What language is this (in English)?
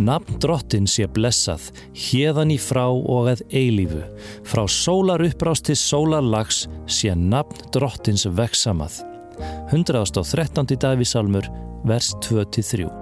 Icelandic